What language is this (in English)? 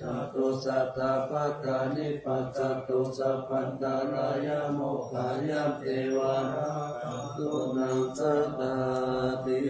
Pali